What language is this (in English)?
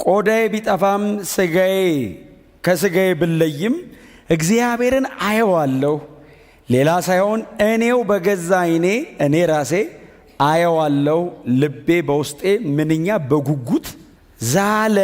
Amharic